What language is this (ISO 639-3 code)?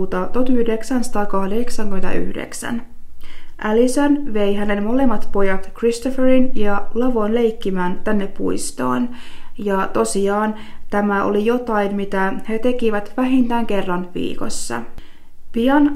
fin